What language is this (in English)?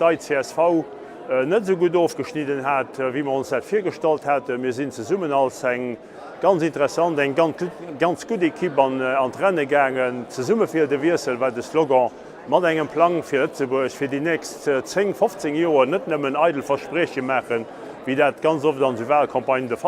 Luxembourgish